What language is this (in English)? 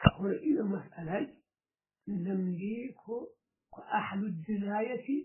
Fula